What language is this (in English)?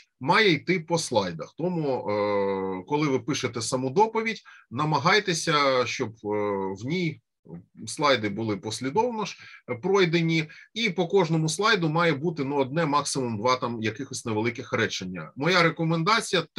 Ukrainian